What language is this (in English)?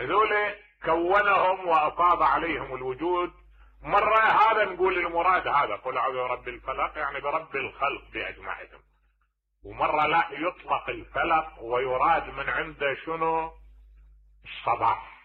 Mesopotamian Arabic